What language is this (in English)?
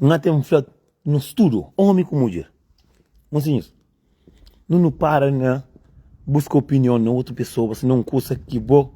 Kabuverdianu